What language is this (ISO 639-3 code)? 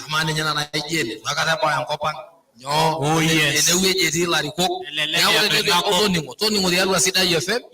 mas